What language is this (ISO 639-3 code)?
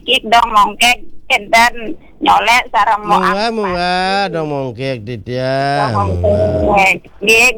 ban